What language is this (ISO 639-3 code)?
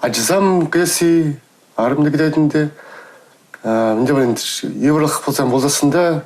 chv